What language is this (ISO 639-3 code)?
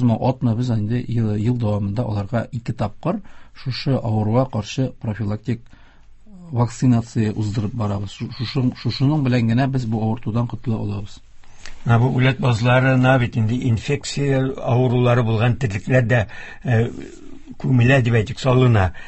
tat